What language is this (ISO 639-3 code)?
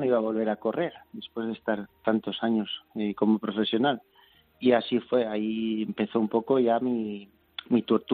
spa